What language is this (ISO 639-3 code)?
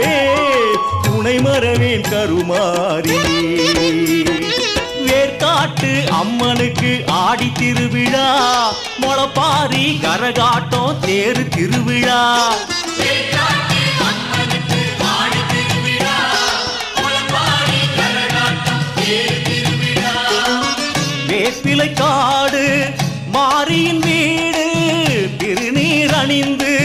tam